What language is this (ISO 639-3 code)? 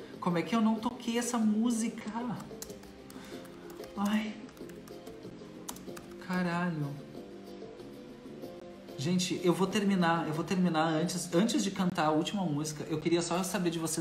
por